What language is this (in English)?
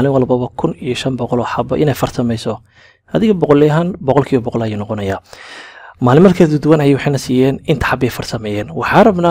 Somali